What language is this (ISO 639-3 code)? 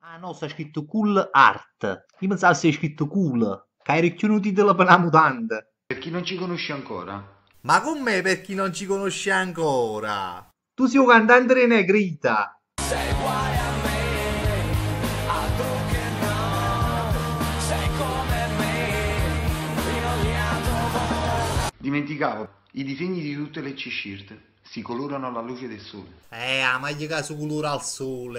nap